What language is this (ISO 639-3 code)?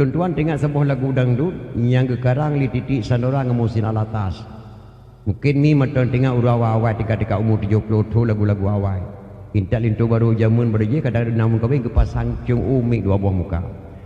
ace